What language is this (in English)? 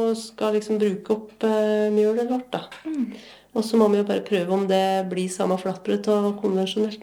Norwegian